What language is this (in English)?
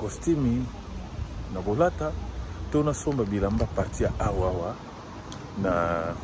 Lingala